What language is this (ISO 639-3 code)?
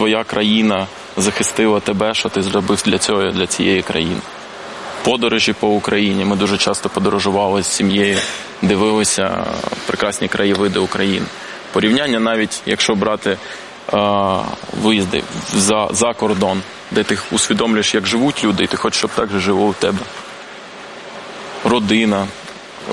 ukr